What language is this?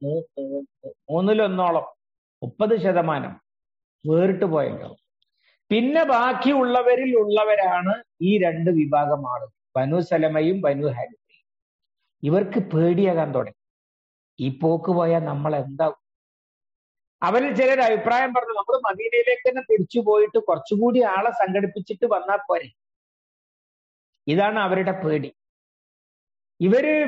Malayalam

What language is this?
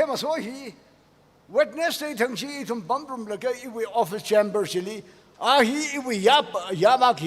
Tangkhul Naga (India)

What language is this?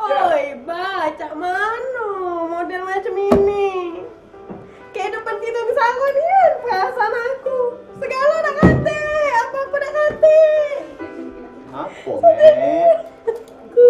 Musi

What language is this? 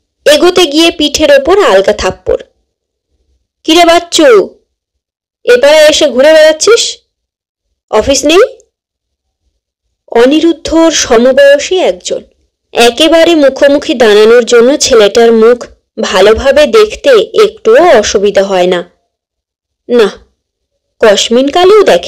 Bangla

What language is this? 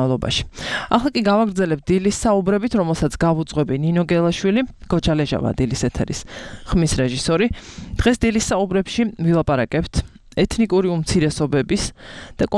Georgian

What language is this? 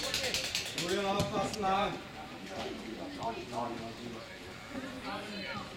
German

